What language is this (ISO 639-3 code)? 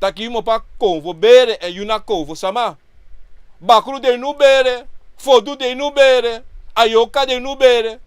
srn